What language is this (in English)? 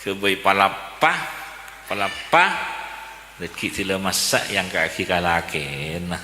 Madurese